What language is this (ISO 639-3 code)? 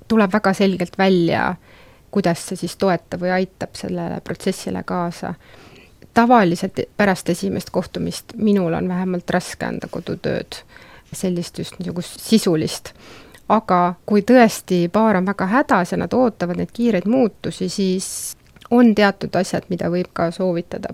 est